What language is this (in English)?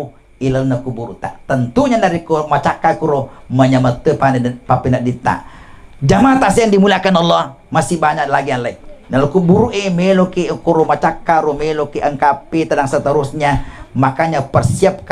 Buginese